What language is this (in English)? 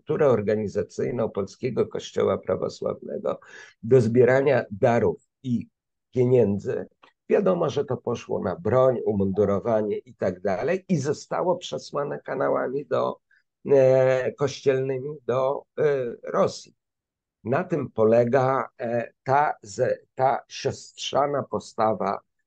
Polish